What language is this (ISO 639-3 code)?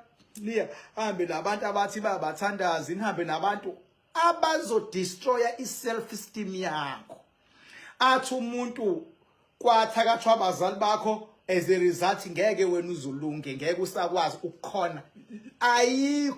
zul